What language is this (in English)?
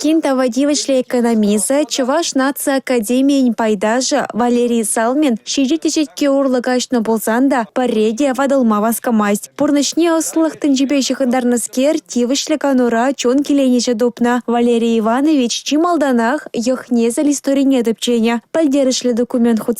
Chuvash